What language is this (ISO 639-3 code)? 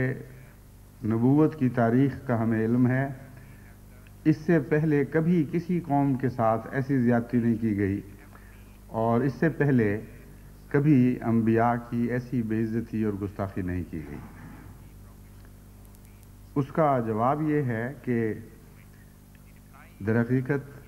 urd